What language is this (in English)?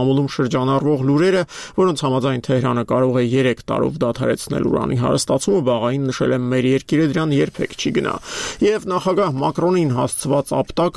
Armenian